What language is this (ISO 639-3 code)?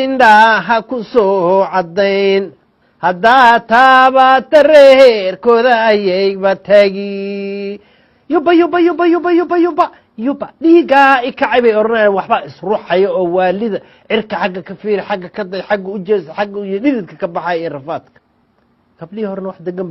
som